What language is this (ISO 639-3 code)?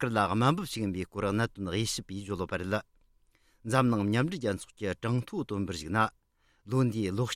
bod